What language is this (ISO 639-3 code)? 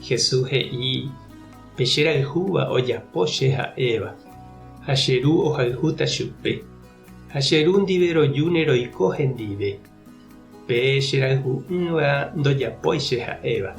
grn